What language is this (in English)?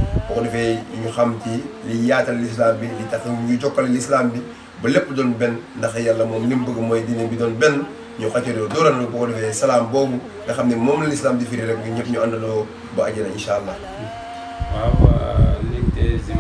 Wolof